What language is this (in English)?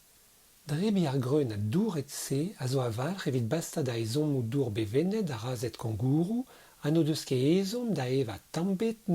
Breton